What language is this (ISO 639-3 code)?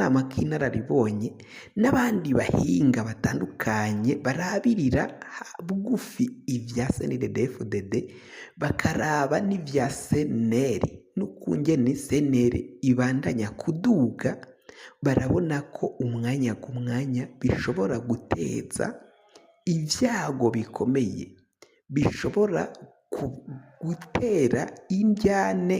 run